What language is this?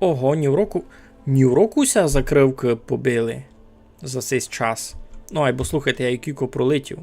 Rusyn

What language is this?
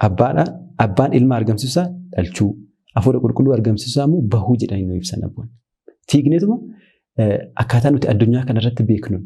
Oromo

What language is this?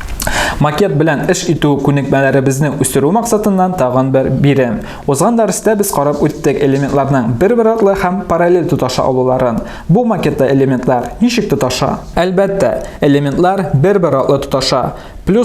Tatar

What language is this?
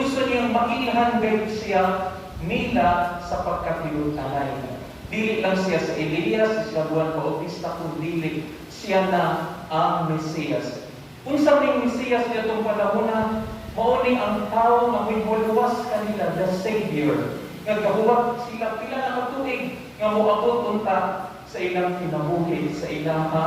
Cebuano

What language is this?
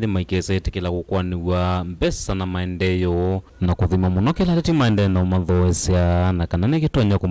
Kamba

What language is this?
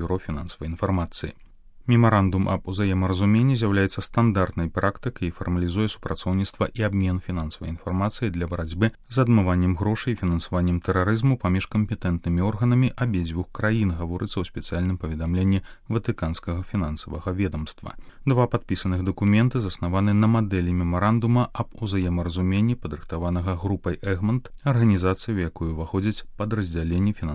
Belarusian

